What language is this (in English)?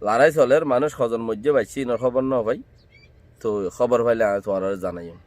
Rohingya